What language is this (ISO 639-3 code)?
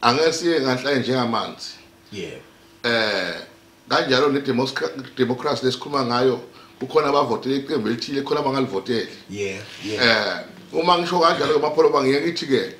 zul